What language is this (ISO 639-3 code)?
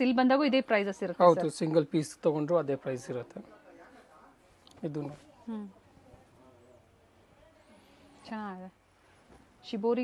kan